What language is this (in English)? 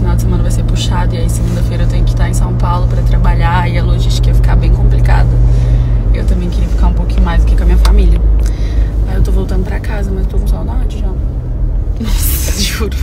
Portuguese